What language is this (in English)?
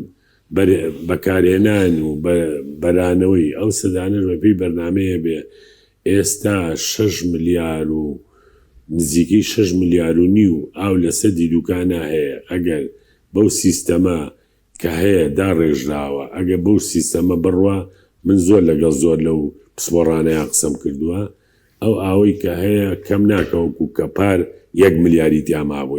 Central Kurdish